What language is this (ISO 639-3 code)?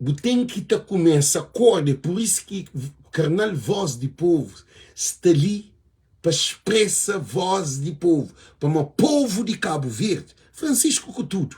kea